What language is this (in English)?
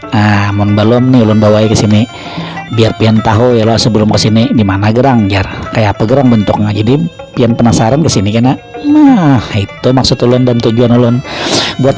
Banjar